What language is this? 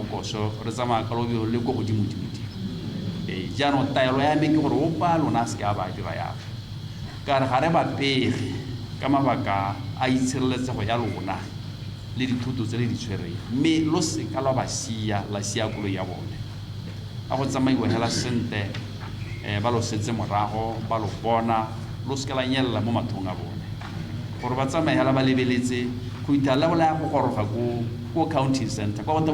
Tswana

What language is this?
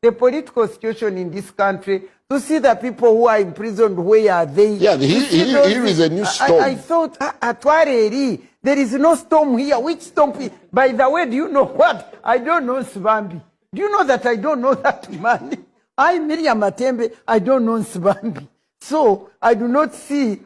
Ganda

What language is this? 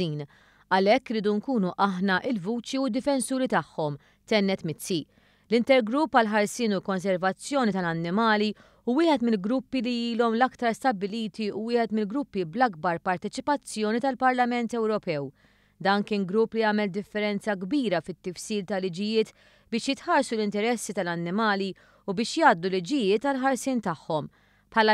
Maltese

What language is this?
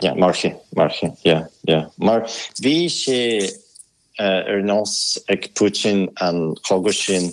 Irish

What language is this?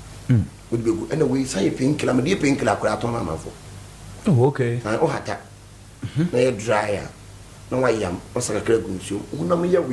Akan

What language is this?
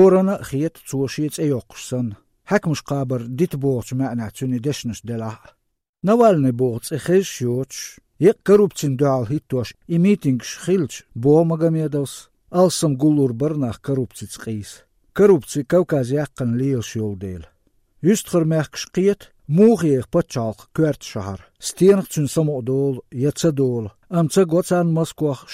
Chechen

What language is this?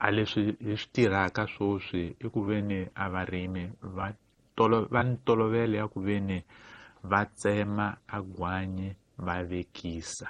Tsonga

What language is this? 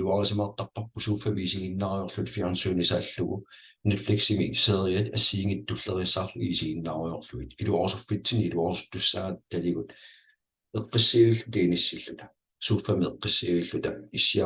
Kalaallisut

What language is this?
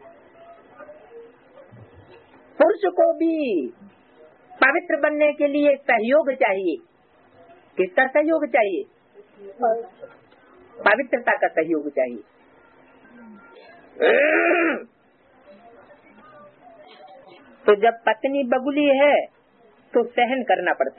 Hindi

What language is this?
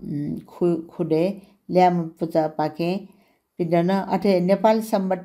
Newari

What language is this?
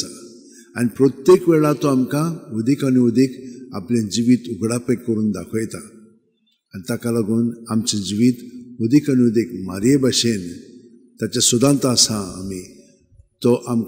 Konkani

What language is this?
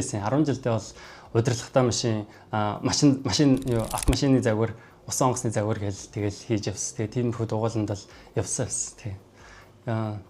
Mongolian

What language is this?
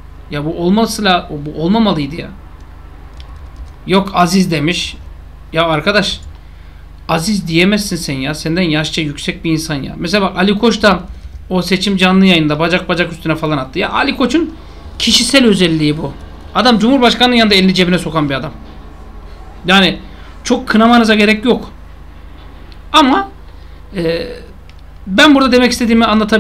Turkish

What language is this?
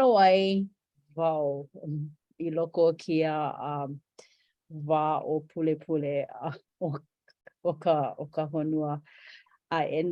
Hawaiian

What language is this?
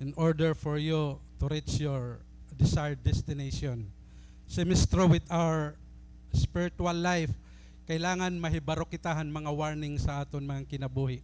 Waray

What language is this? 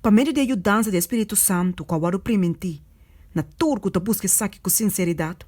Papiamento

